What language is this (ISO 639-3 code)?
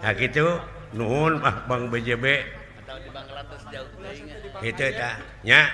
sun